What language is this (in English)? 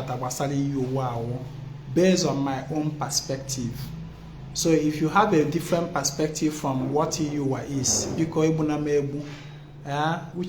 Igbo